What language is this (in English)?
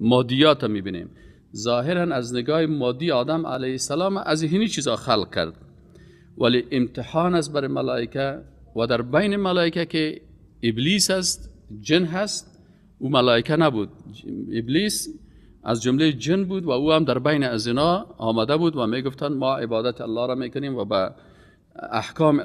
Persian